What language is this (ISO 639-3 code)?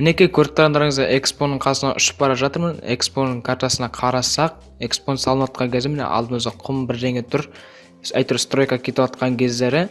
kaz